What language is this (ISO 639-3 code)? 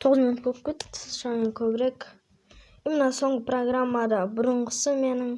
kaz